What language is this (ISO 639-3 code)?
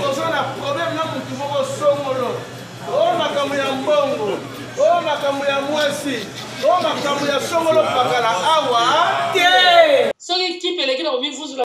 lin